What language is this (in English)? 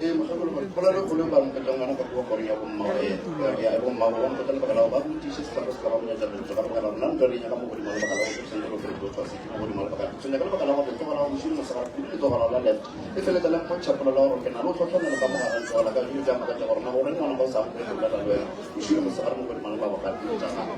Northern Sotho